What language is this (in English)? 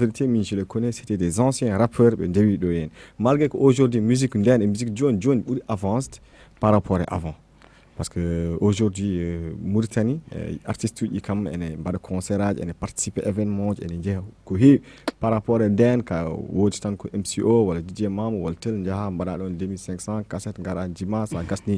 Fula